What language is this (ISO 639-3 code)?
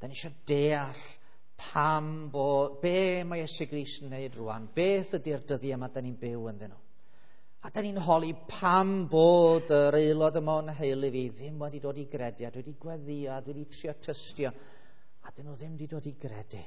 cym